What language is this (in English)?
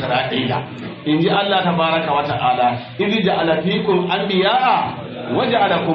Hausa